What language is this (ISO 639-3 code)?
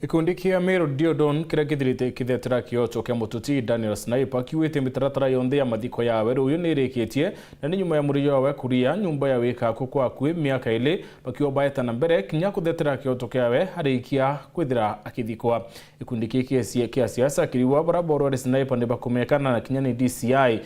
mer